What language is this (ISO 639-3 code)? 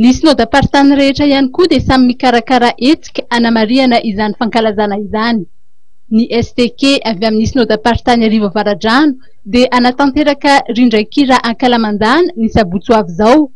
mlg